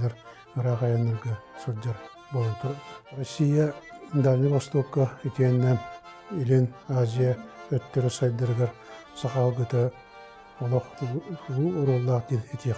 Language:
Yakut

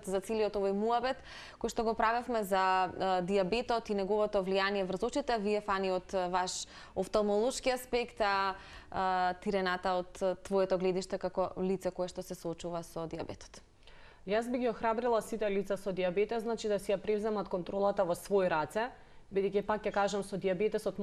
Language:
Macedonian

